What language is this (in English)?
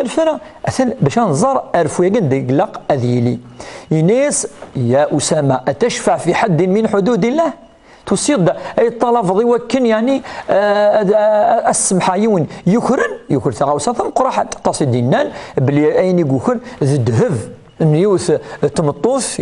Kabyle